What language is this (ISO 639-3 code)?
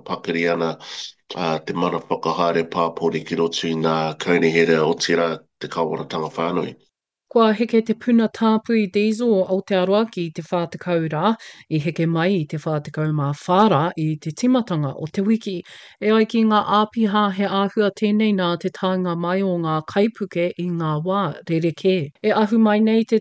mri